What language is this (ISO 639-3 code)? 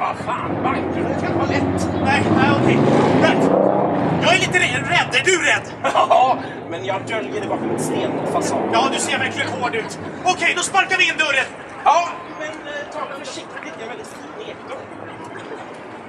swe